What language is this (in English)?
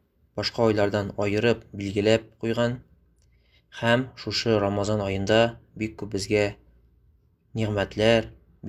Tatar